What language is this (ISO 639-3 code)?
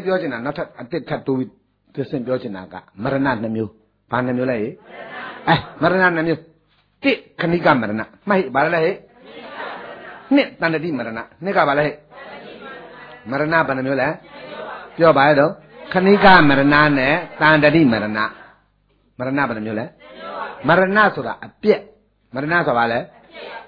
mya